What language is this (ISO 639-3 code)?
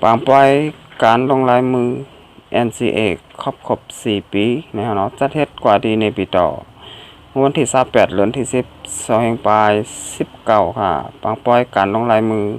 shn